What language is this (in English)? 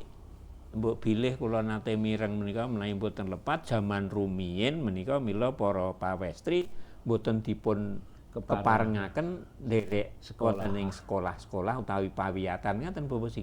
Javanese